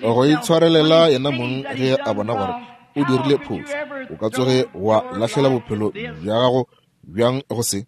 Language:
Northern Sotho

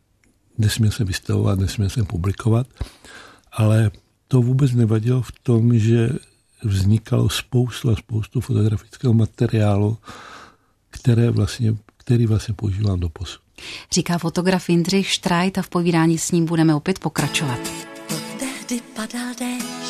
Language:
Czech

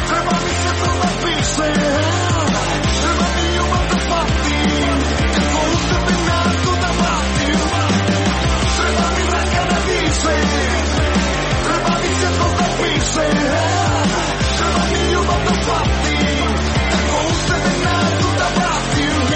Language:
Croatian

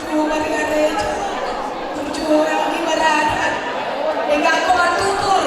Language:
Batak Toba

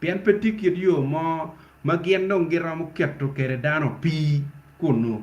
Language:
Acoli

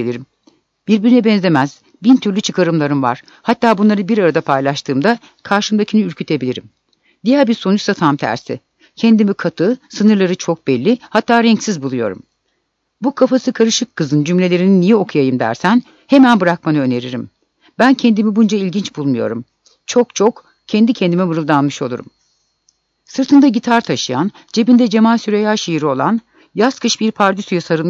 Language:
Turkish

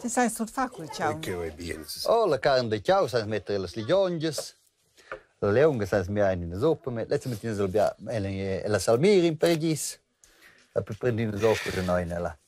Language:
Romansh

